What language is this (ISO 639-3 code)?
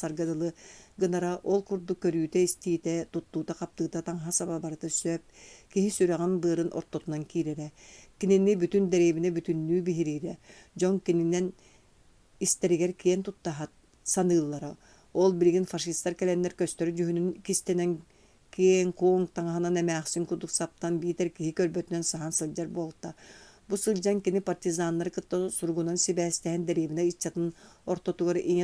sah